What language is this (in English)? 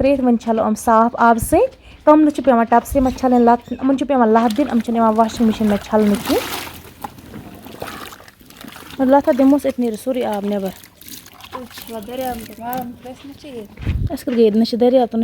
Kashmiri